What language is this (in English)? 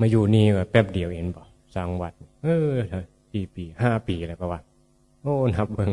Northeastern Thai